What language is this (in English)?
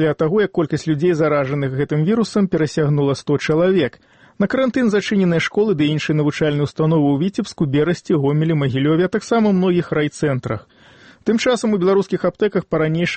Belarusian